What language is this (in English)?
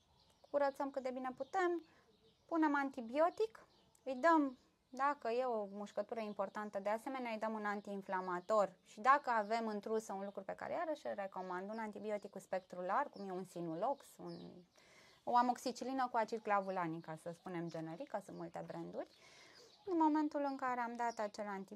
Romanian